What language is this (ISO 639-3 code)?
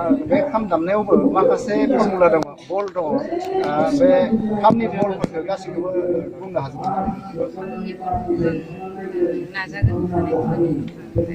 brx